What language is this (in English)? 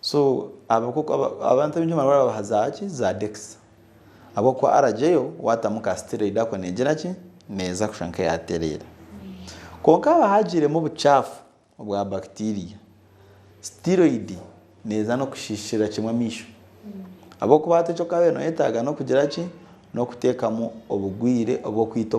Nyankole